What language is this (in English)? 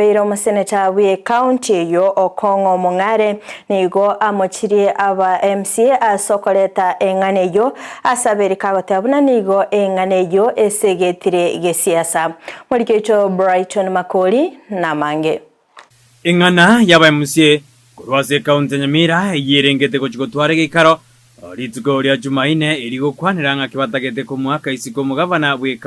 Gusii